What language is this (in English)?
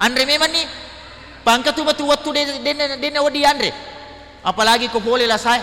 Buginese